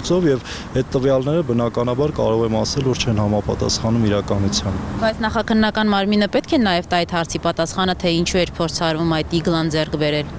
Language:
Armenian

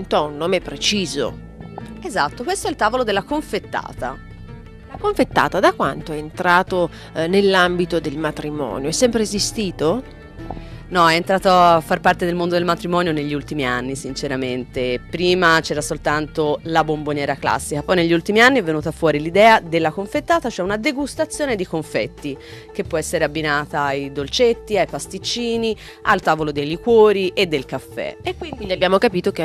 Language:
Italian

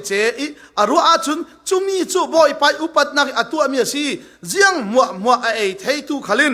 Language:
Falam Chin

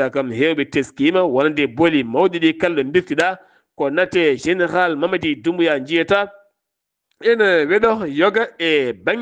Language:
Fula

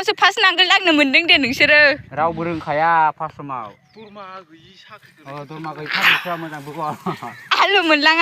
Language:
Bodo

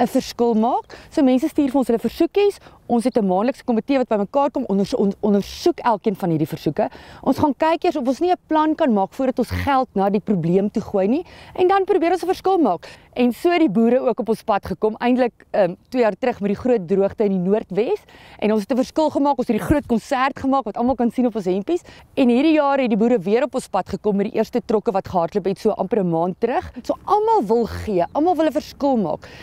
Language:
Afrikaans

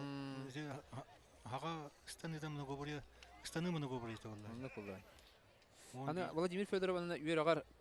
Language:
Yakut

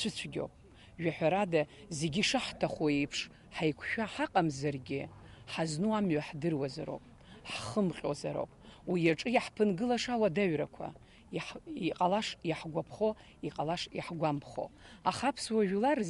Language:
Abkhazian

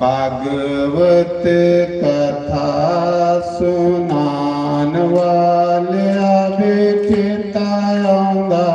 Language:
Dogri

